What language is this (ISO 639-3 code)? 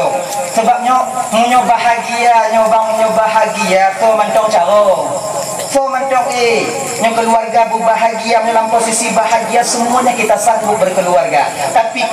ace